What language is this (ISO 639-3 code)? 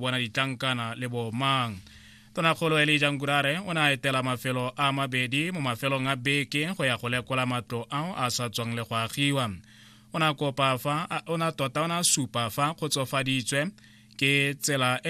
tsn